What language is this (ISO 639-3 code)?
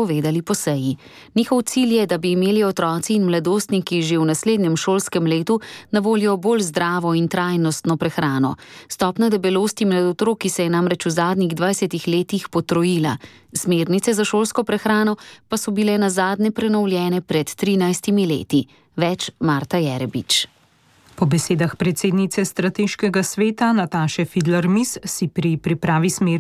slv